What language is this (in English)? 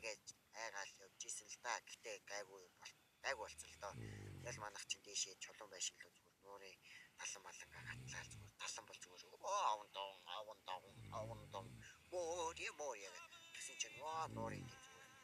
Mongolian